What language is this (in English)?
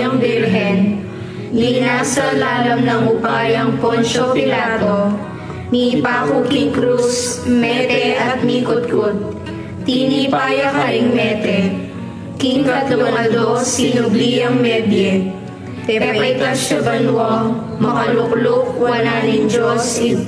Pampanga